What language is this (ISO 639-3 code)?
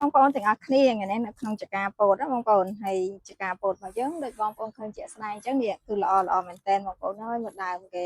khm